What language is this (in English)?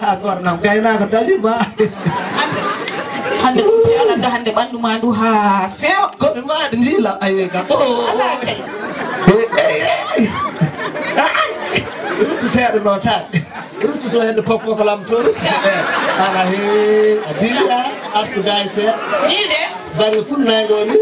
Fula